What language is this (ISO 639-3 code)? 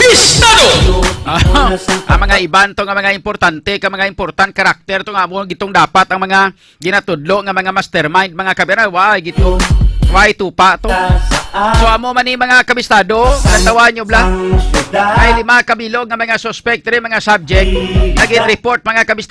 hil